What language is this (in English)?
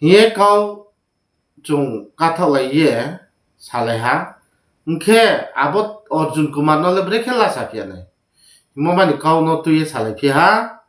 Riang (India)